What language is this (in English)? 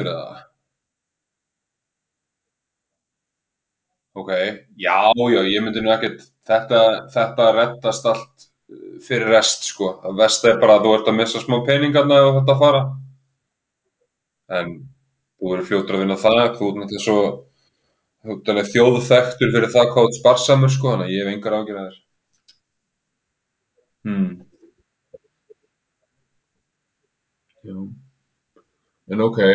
Icelandic